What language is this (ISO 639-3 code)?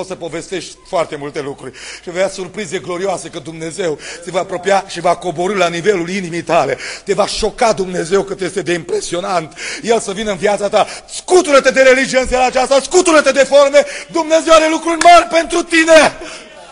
ron